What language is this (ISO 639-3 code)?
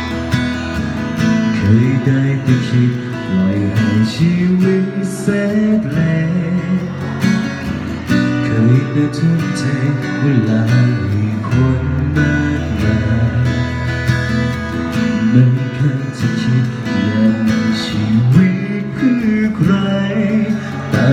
tha